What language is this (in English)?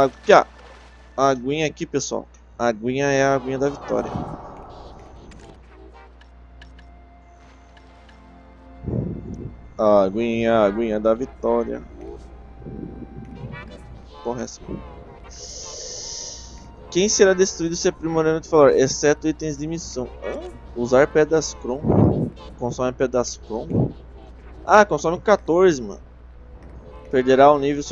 Portuguese